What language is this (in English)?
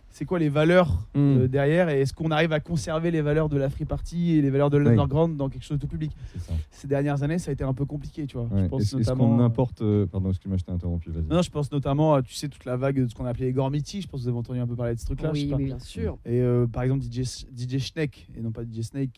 French